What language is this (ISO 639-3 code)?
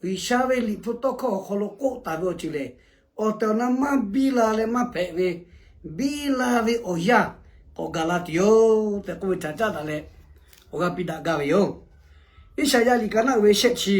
lhu